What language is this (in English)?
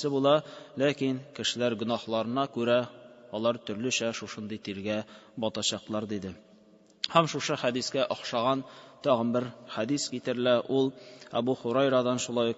Tatar